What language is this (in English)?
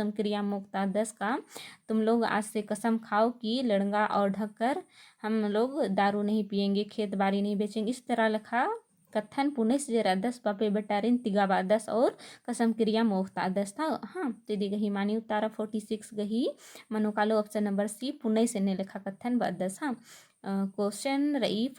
Kurukh